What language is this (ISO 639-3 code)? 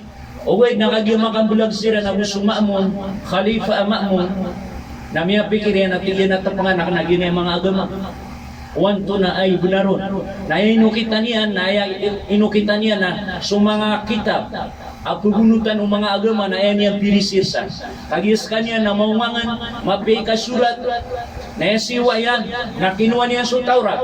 mrw